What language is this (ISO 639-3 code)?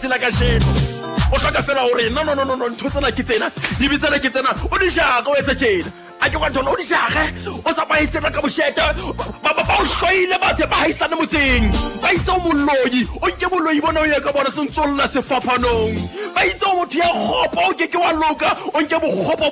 sot